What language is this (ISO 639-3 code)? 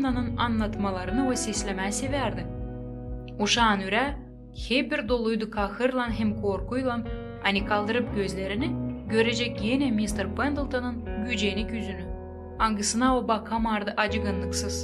gag